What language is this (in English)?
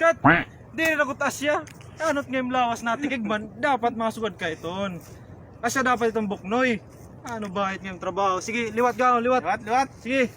Waray